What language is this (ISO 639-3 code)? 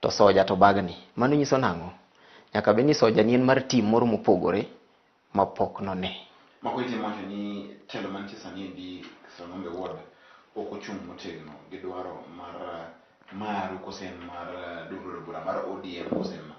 luo